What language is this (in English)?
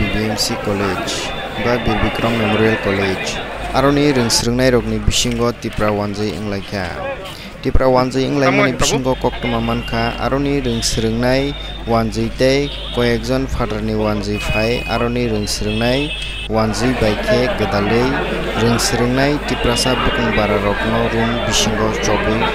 Kok Borok